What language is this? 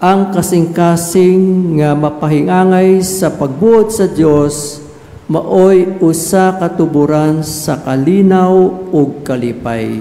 Cebuano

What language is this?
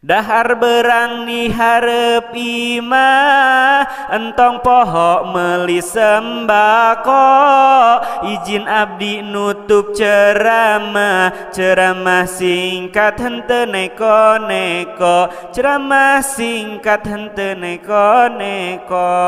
Sundanese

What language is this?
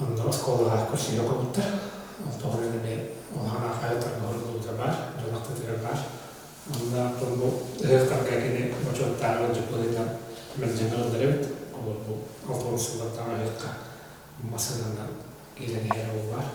Yakut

